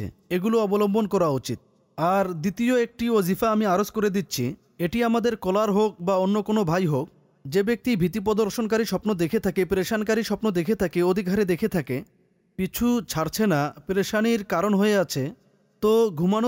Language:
Bangla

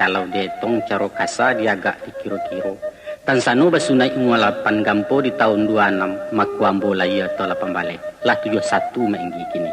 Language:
Minangkabau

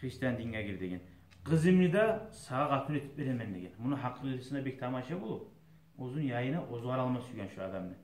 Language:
Kumyk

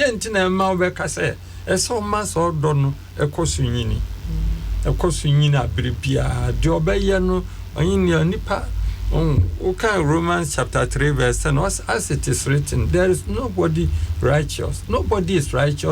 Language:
Akan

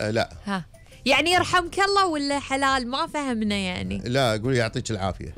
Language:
Gulf Arabic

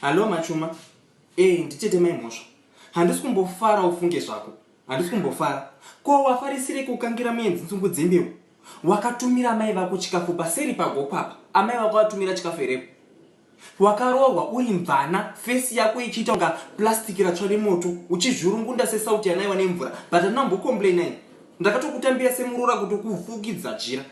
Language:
Shona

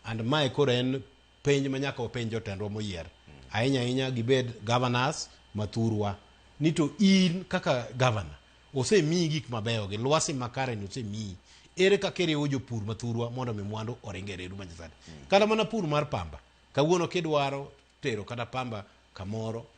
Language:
Luo (Kenya and Tanzania)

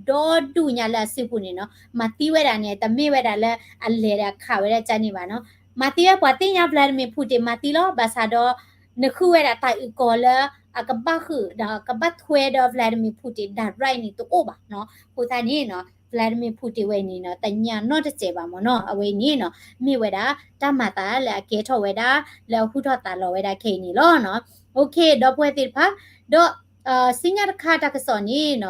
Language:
S'gaw Karen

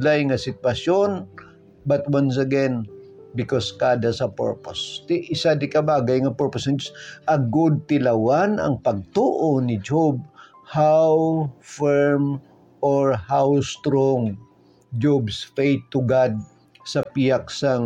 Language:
Hiligaynon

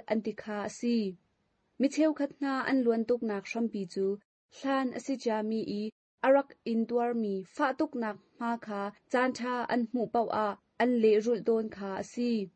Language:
Hakha Chin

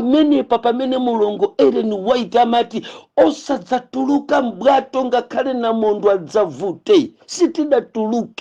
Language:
Nyanja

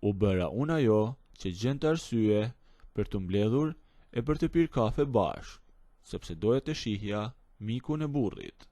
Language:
Albanian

